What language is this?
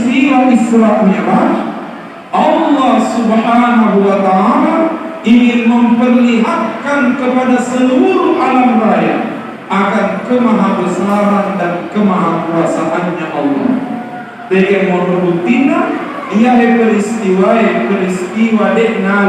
Buginese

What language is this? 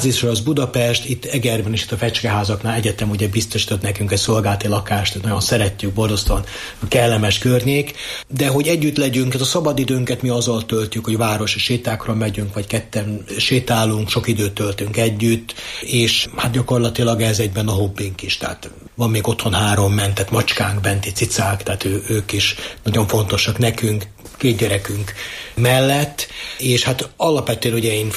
Hungarian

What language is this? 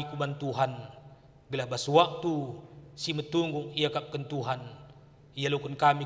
Batak Karo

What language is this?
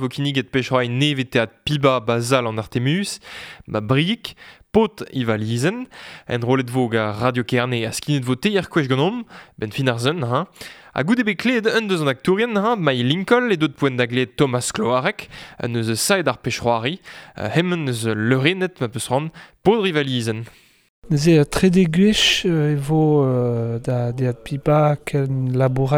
Breton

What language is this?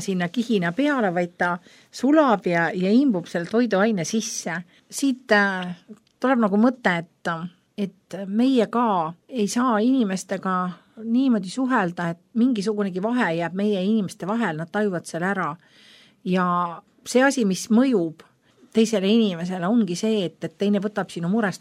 Estonian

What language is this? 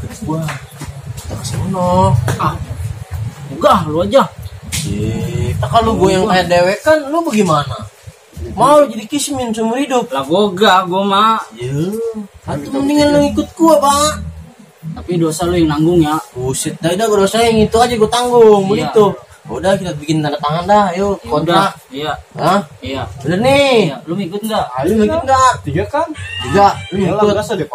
Betawi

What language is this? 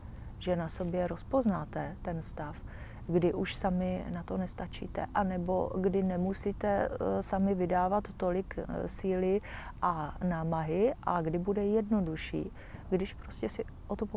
Czech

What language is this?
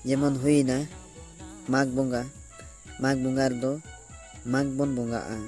Santali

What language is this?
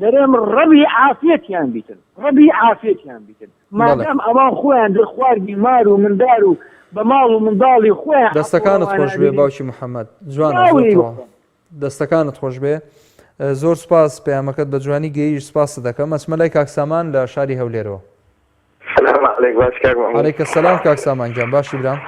Central Kurdish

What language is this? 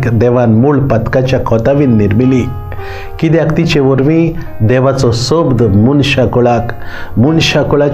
Konkani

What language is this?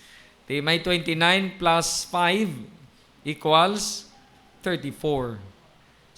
Hiligaynon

